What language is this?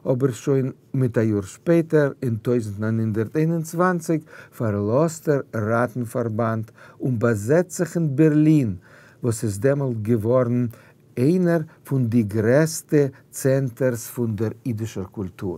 Yiddish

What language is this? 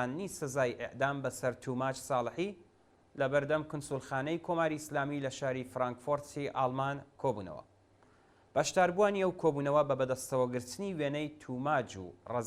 Central Kurdish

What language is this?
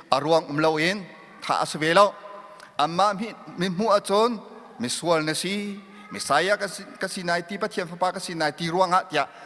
Hakha Chin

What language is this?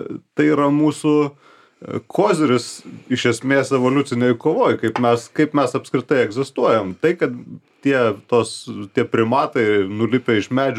Lithuanian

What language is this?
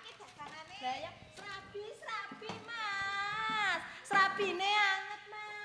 Javanese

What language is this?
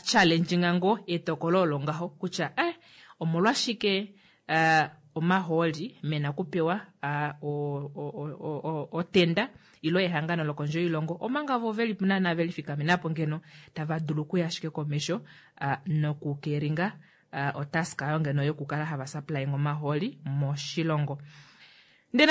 Kuanyama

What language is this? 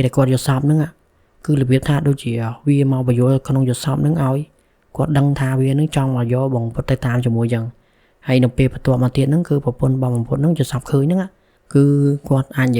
Khmer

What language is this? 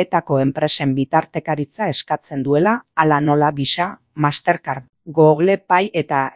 Basque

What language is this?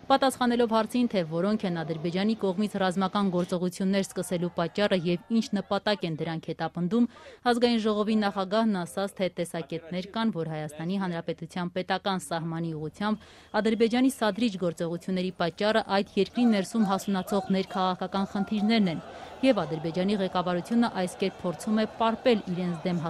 Armenian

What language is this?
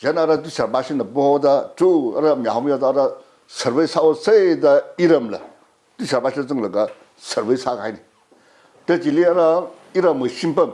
Tangkhul Naga (India)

